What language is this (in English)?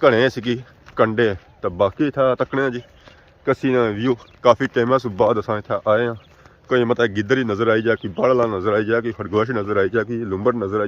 Pahari-Potwari